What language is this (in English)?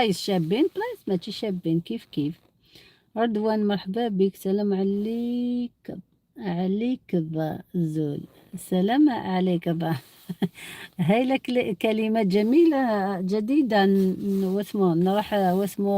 Algerian Arabic